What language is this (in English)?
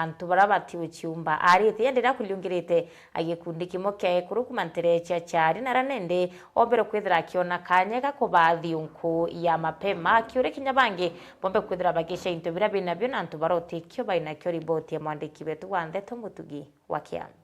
Meru